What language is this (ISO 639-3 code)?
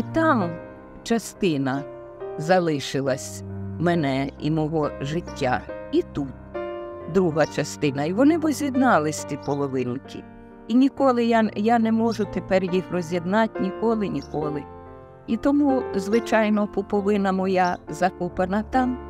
ukr